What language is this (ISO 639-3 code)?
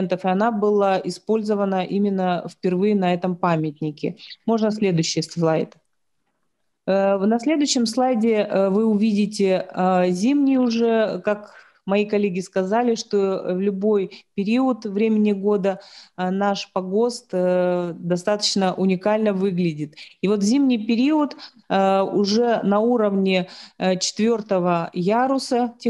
rus